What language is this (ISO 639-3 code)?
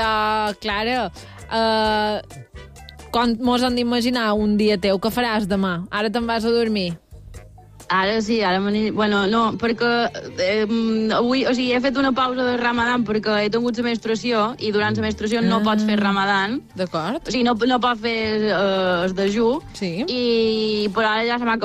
cat